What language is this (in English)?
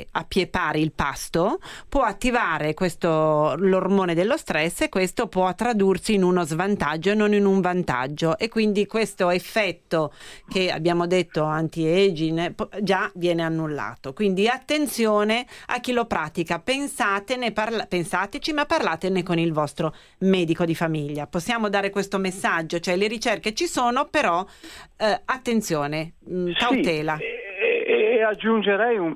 Italian